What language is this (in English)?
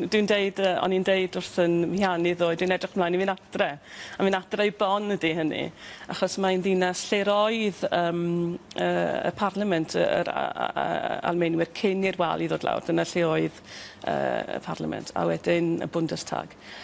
Welsh